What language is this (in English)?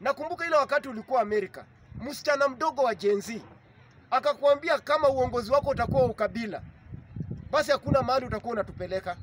Swahili